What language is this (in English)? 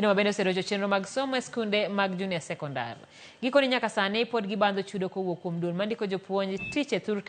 Luo (Kenya and Tanzania)